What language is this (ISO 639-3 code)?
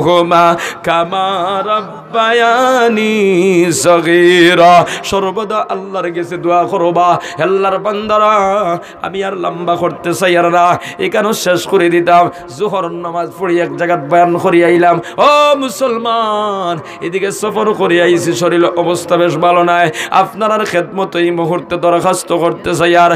syl